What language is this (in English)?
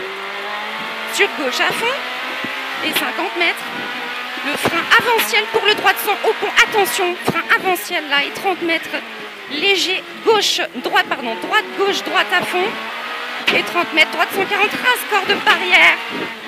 French